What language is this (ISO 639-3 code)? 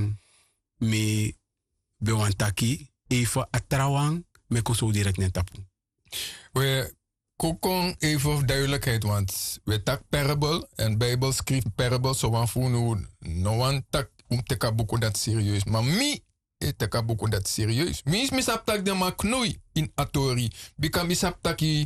srn